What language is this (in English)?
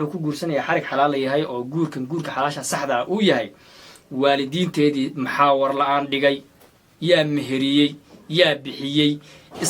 Somali